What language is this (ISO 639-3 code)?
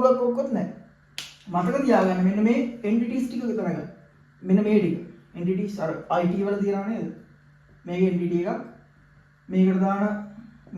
sin